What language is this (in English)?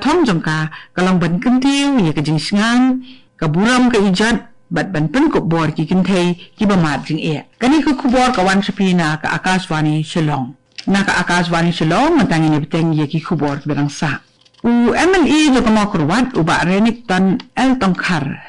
Khasi